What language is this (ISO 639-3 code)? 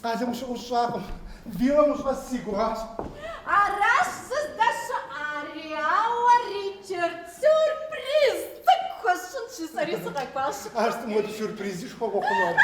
kbd